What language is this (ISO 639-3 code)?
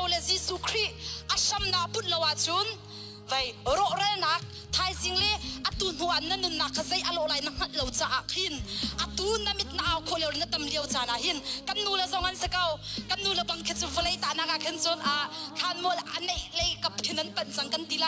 cnh